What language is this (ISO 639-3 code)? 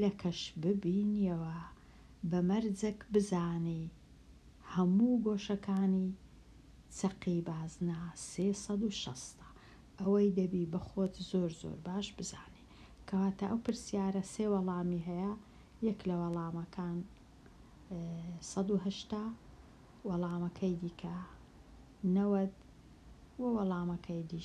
ckb